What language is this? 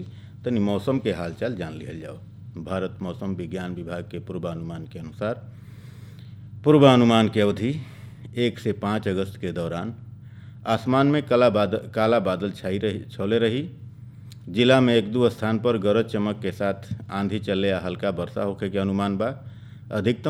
Bhojpuri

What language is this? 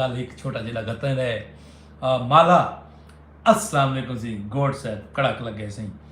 Saraiki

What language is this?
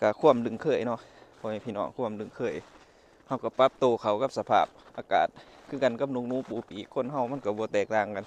Lao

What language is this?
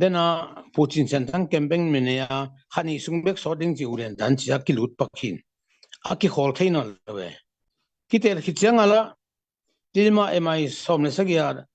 Tedim Chin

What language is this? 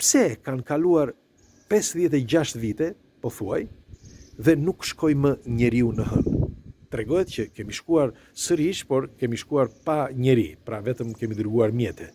Albanian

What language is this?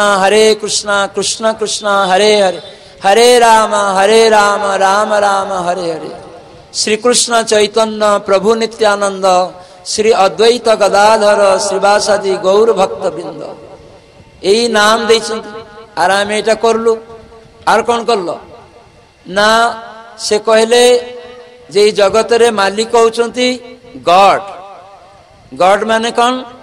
Odia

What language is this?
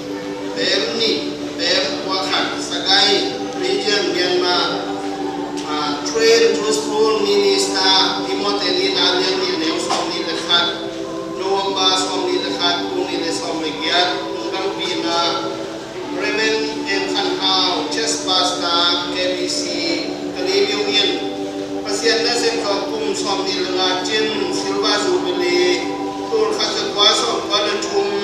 Tedim Chin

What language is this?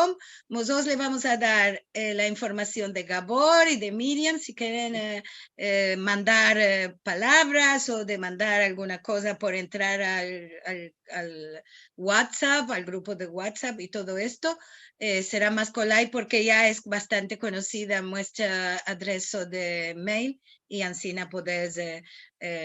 Ladino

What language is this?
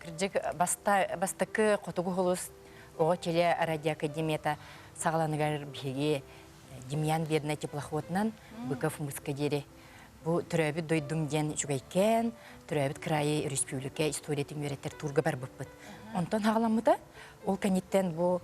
Yakut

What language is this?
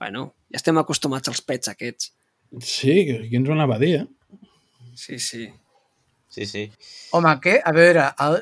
Catalan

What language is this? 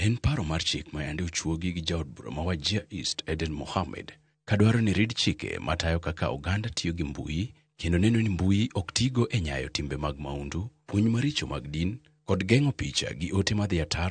Luo (Kenya and Tanzania)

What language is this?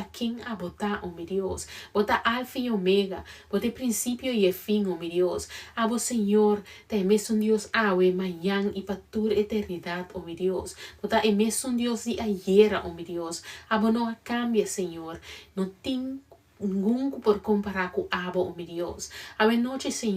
Papiamento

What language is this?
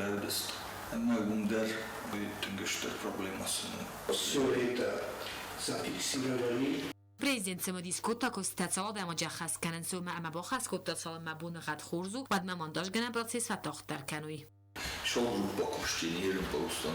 Ossetic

